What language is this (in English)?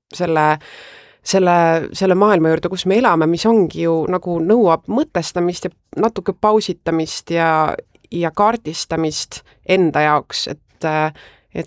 Estonian